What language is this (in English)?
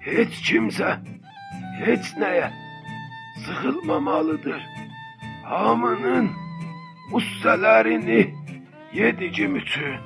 South Azerbaijani